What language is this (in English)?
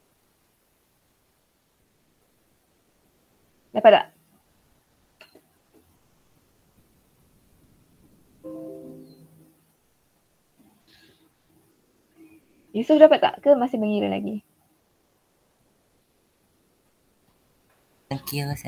Malay